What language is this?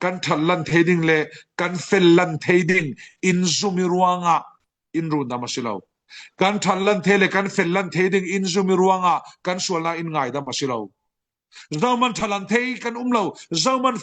Falam Chin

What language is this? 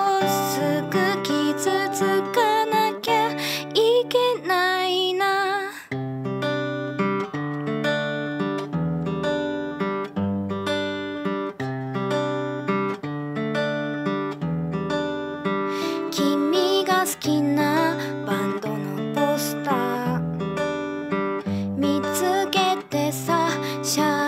Japanese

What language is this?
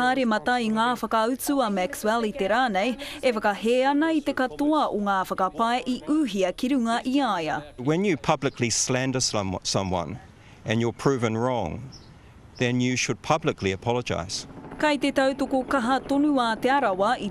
Māori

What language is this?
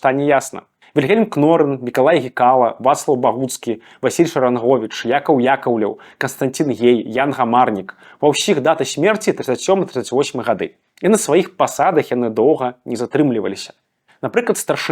Belarusian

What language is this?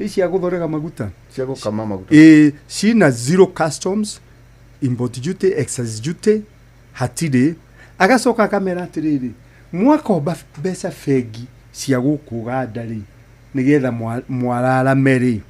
Kikuyu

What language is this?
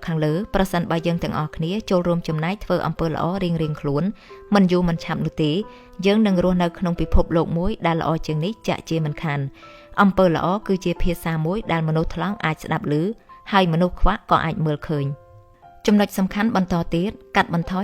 Khmer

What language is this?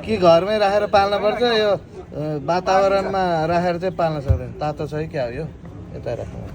Nepali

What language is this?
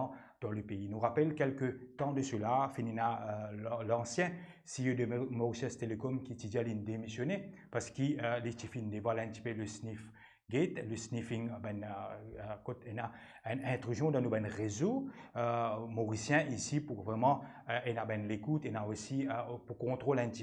Morisyen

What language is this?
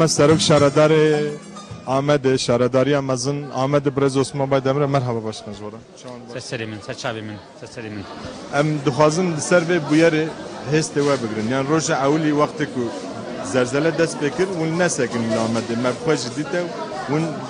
Kurdish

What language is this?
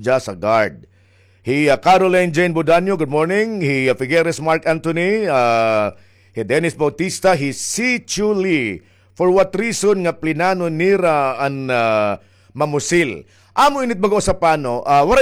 Waray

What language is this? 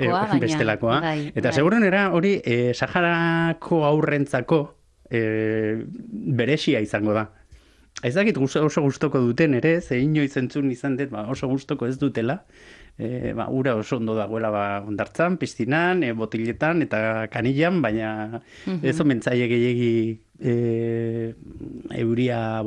Basque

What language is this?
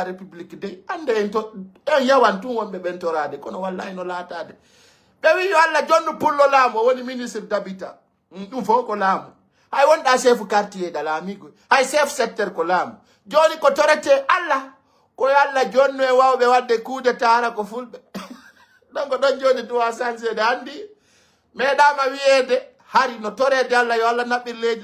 Fula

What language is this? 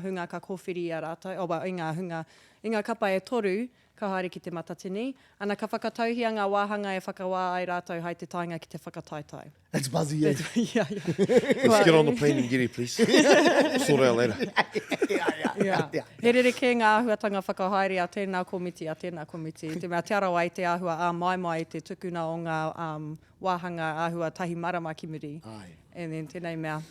Māori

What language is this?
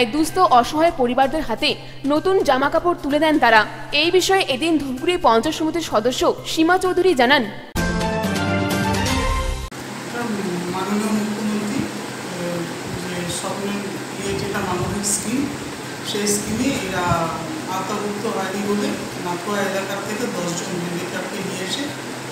Bangla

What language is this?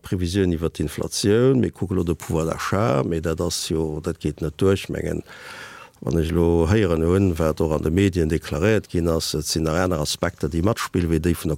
Luxembourgish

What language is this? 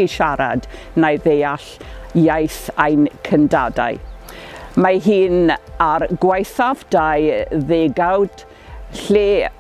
Welsh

